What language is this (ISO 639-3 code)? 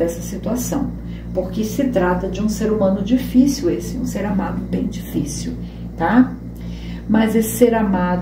por